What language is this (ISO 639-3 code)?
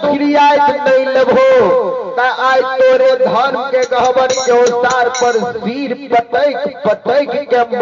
mai